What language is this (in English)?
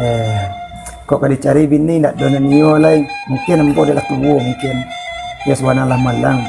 Minangkabau